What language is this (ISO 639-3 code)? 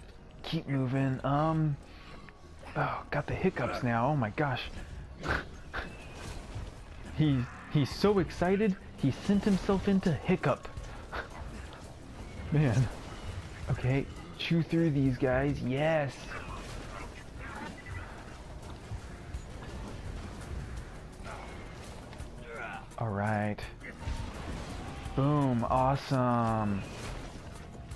eng